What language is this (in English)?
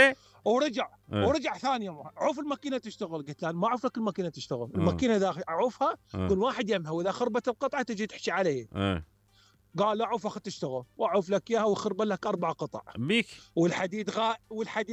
Mesopotamian Arabic